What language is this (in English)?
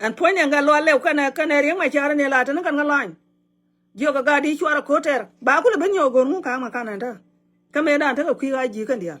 Nuer